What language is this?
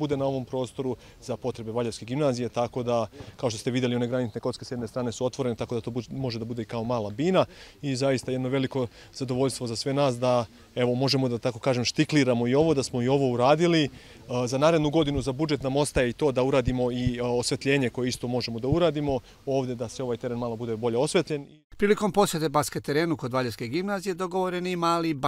Serbian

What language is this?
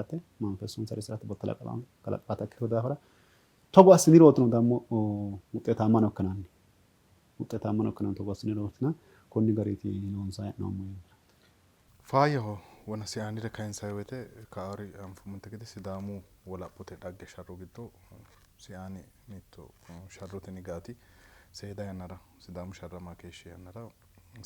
Sidamo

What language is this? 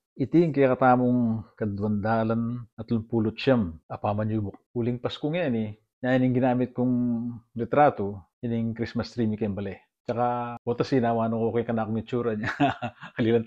Pampanga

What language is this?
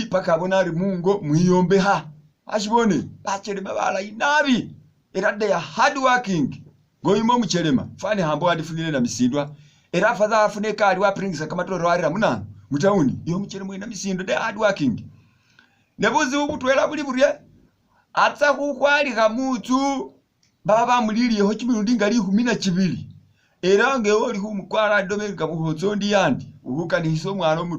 Masaaba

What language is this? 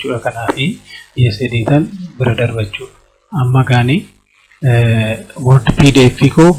Oromo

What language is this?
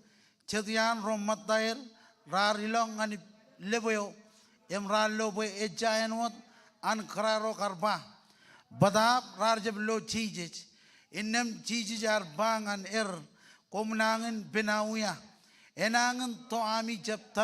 Marshallese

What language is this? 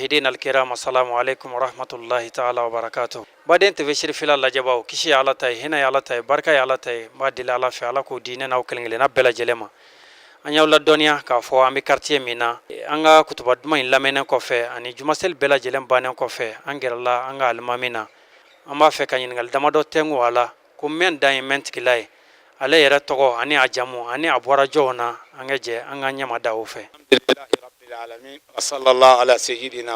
Bambara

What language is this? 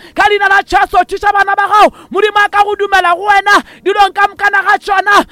Northern Sotho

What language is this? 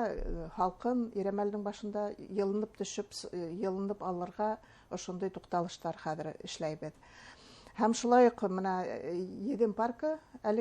Bashkir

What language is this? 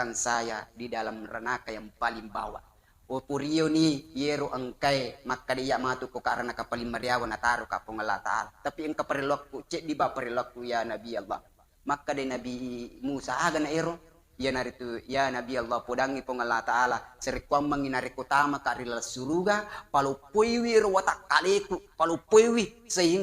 Buginese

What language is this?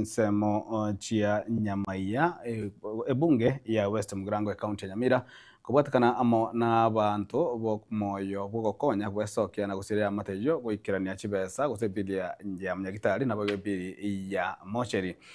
Gusii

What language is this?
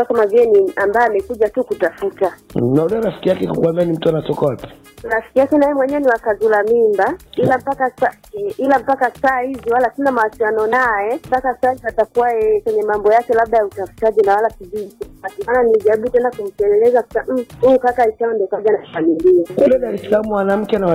Swahili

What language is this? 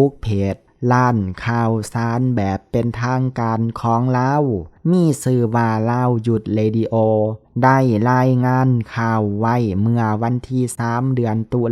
Lao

